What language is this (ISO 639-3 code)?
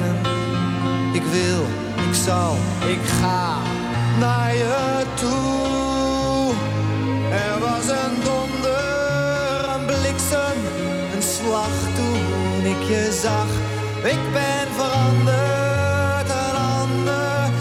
nld